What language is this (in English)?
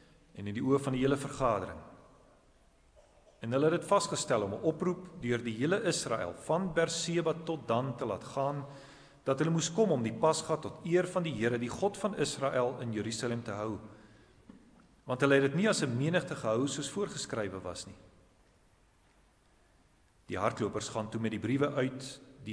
Afrikaans